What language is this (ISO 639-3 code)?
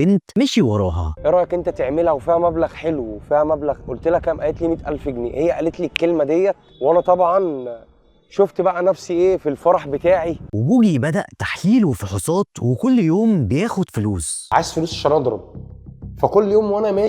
arz